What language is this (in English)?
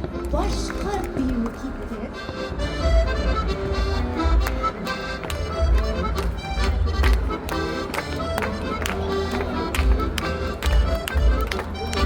Tatar